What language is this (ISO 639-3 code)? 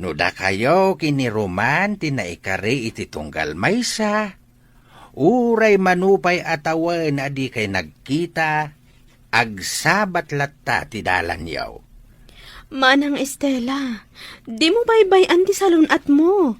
ilo